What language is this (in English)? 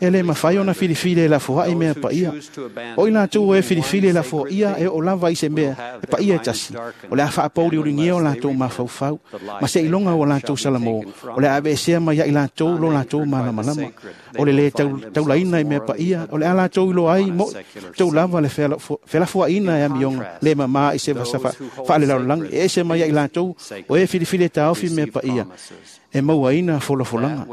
Samoan